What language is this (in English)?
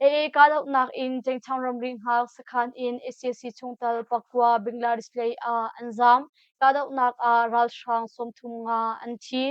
Hakha Chin